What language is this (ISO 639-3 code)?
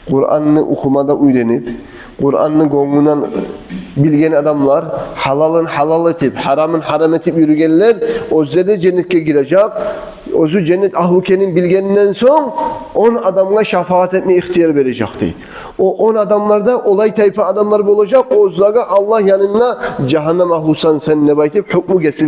kum